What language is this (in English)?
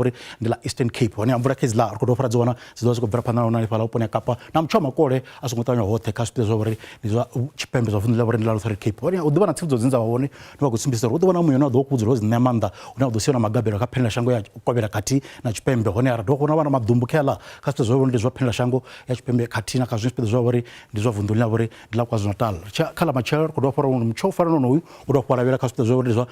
Venda